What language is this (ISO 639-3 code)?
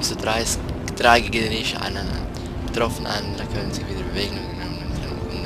gsw